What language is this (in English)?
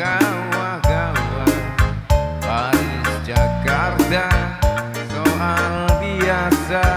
Batak Karo